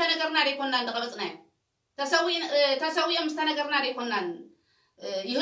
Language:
Tigrinya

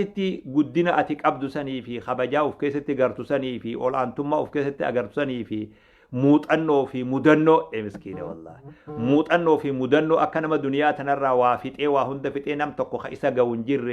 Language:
Oromo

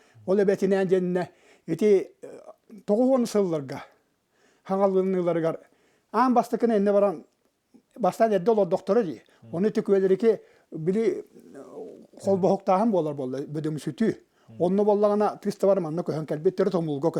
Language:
Yakut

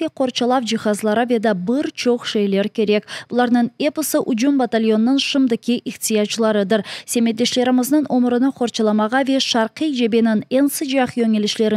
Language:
Crimean Tatar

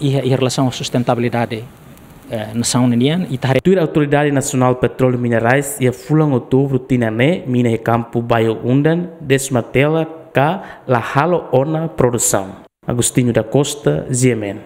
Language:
Tetum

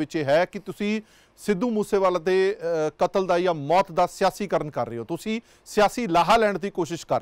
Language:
Punjabi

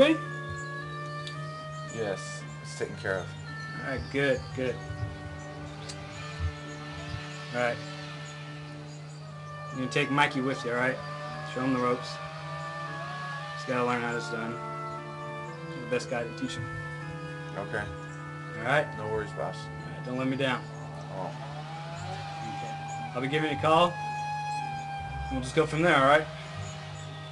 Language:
English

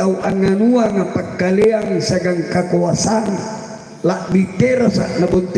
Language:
Makasar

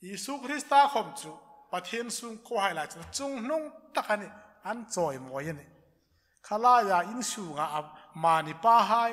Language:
Hmar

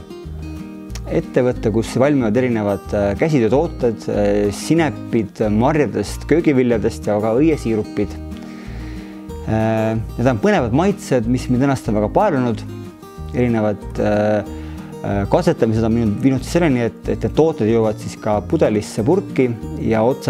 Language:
Estonian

